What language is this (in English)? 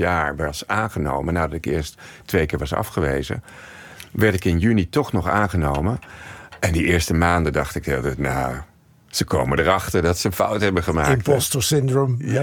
Dutch